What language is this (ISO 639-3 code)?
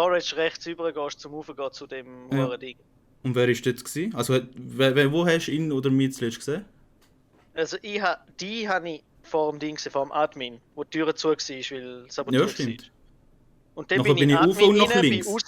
gsw